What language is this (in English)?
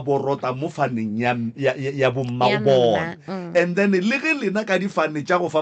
Northern Sotho